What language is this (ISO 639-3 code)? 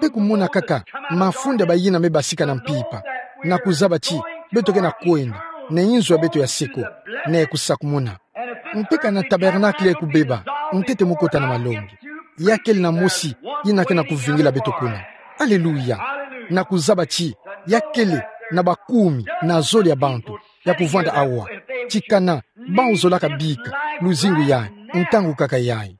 ktu